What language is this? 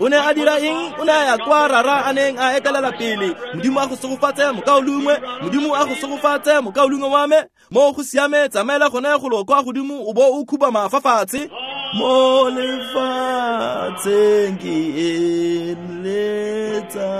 Tswana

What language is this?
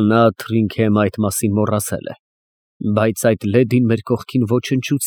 Armenian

